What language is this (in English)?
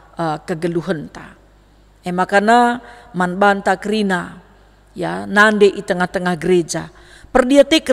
Batak Karo